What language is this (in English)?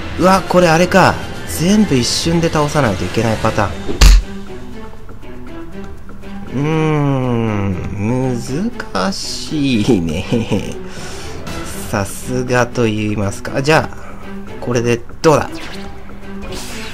Japanese